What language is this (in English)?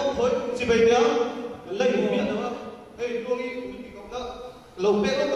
Mizo